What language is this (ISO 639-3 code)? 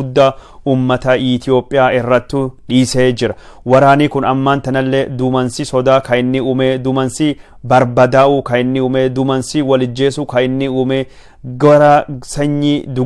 orm